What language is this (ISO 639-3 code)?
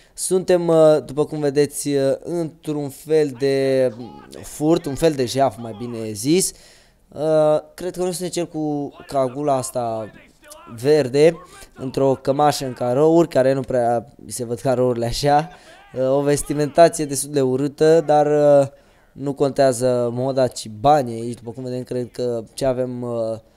ron